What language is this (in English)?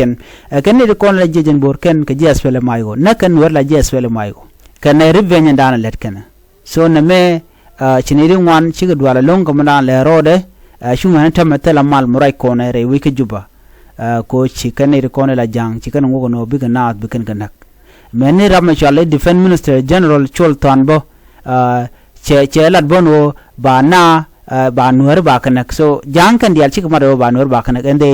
Nuer